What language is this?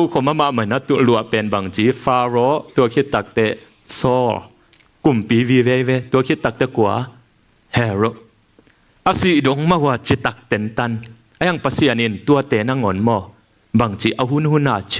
Tedim Chin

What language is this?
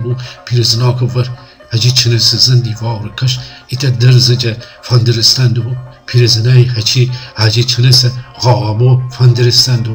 Gilaki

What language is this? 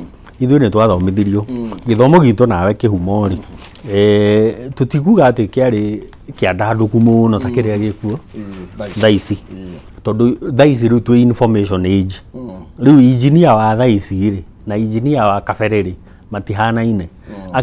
Kikuyu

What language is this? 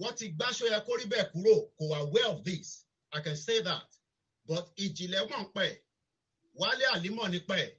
Yoruba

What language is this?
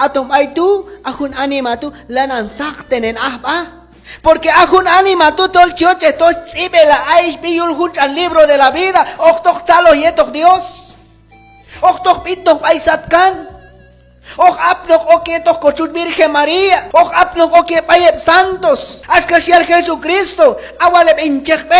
Q'anjob'al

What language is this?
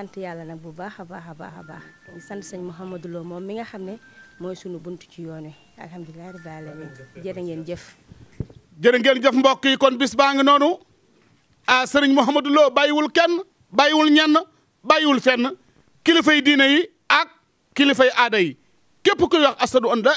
Wolof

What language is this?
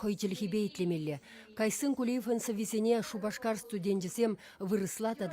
Chuvash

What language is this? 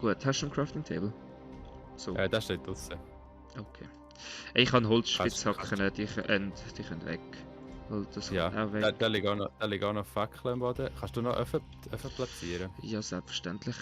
Swiss German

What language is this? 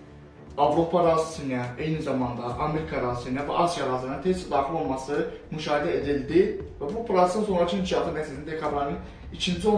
Azerbaijani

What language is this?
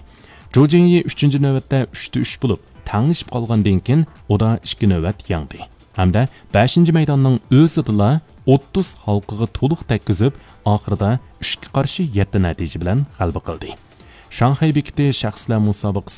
Uyghur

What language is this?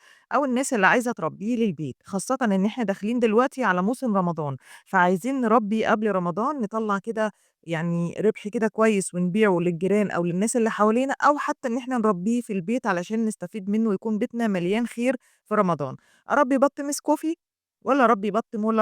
Egyptian Arabic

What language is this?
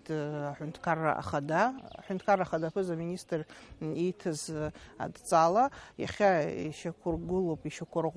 Abkhazian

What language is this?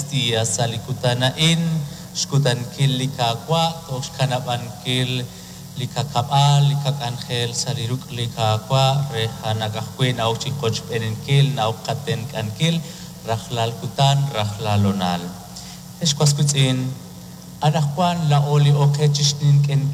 Kekchí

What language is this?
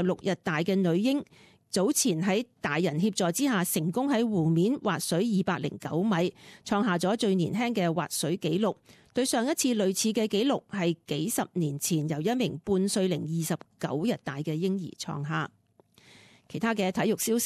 Cantonese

